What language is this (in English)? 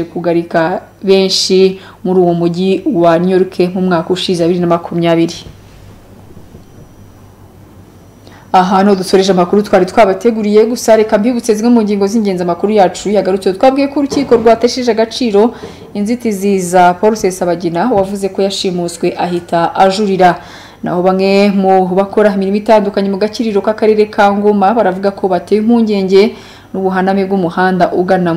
Kinyarwanda